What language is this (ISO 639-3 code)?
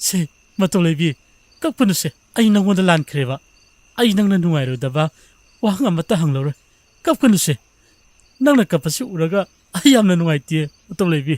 mni